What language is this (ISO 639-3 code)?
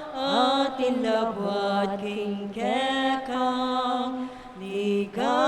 pam